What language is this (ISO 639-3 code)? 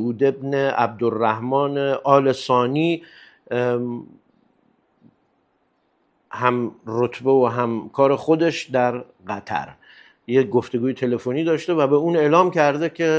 fas